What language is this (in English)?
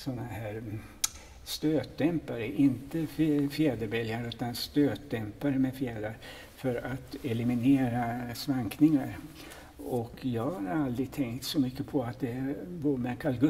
Swedish